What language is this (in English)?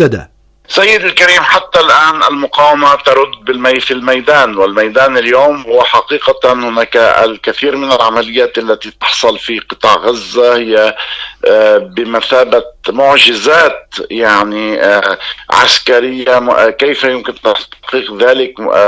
Arabic